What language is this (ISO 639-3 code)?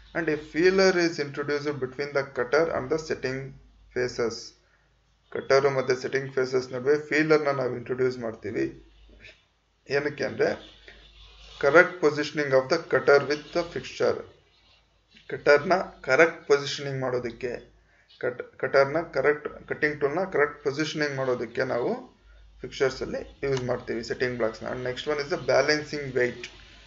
kan